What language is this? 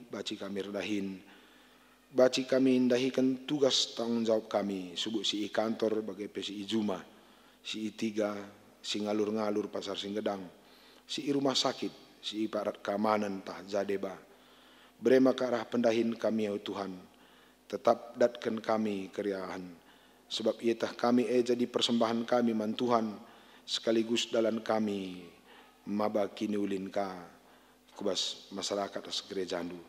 Batak Karo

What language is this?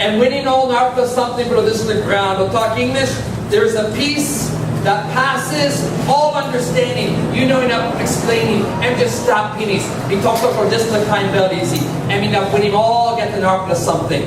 Tok Pisin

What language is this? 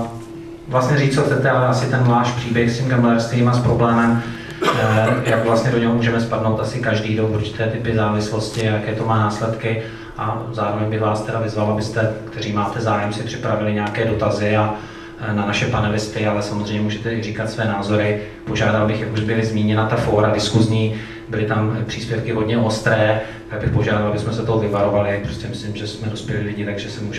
Czech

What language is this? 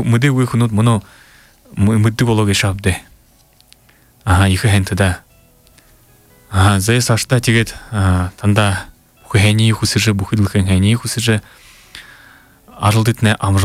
Buriat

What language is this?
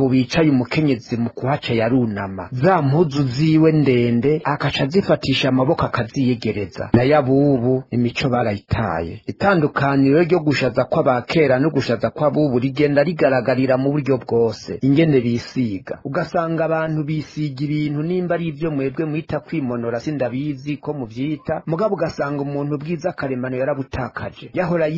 Rundi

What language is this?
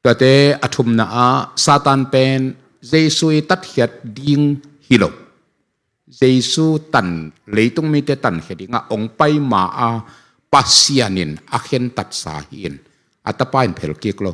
Tedim Chin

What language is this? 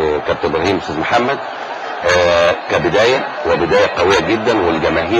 Egyptian Arabic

